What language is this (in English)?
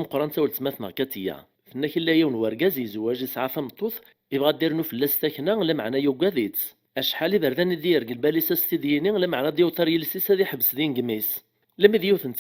Kabyle